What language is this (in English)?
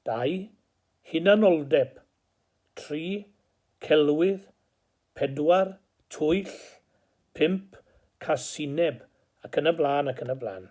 Welsh